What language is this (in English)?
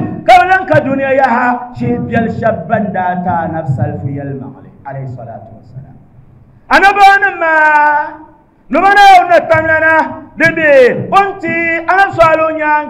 Dagbani